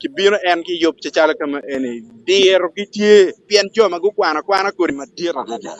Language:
Acoli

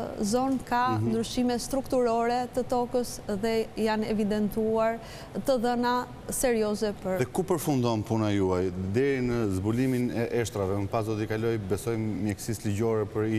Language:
Albanian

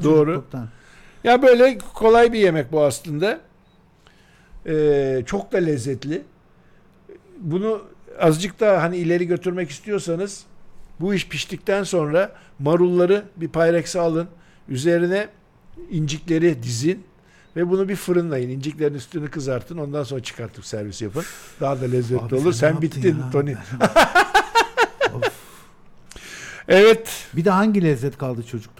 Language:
Turkish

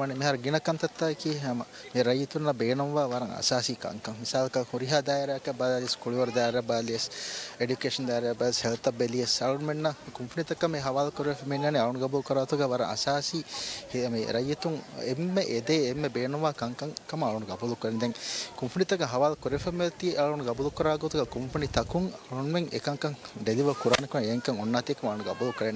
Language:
Divehi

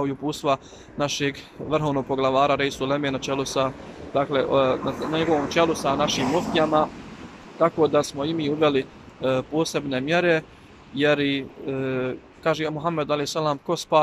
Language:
Bosnian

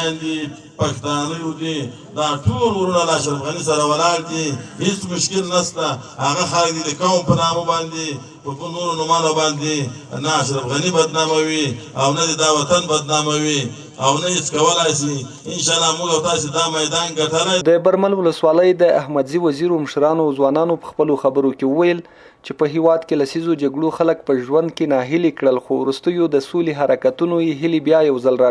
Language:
Pashto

